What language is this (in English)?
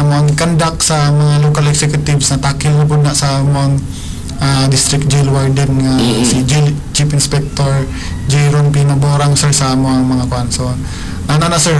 Cebuano